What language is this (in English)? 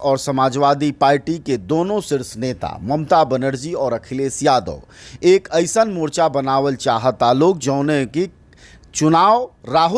Bhojpuri